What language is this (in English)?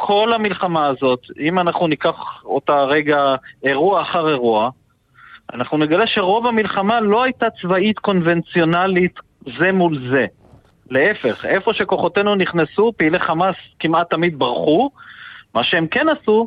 Hebrew